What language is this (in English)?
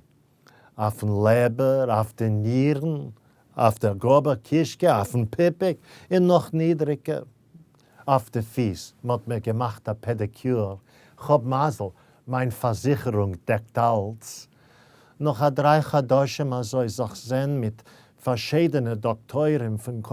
Yiddish